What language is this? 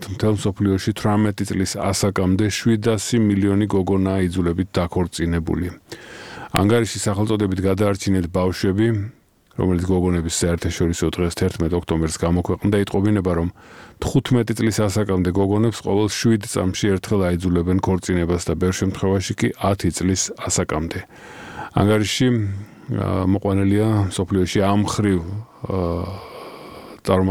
Georgian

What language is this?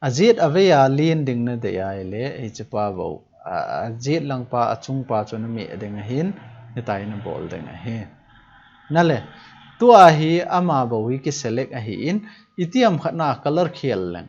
Thado Chin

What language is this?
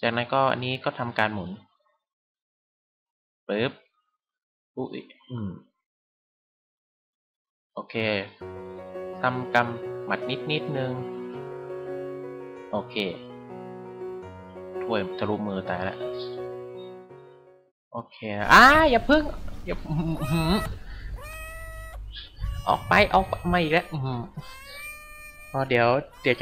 Thai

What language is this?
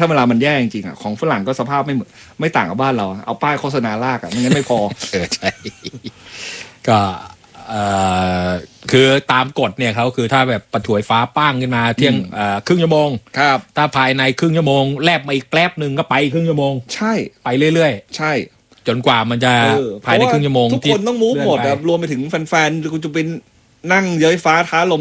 Thai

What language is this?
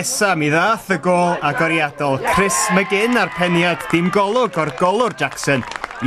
Welsh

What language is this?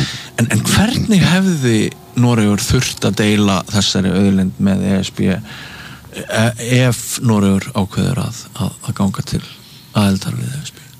Icelandic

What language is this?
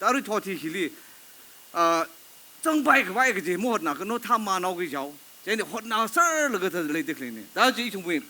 Tangkhul Naga (India)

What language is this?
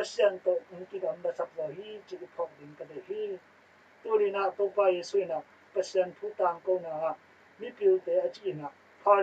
Tedim Chin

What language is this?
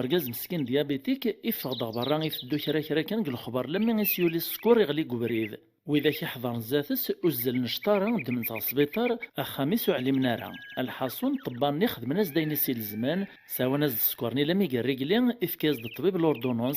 Kabyle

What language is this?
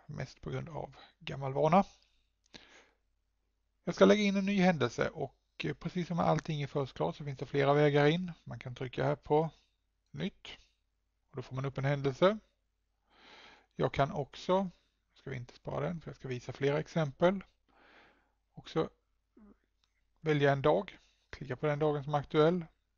Swedish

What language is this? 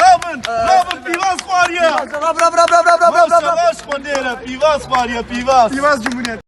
Kurdish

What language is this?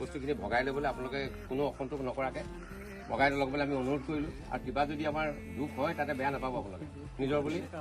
Assamese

